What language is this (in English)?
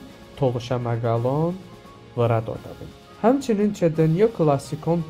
Talysh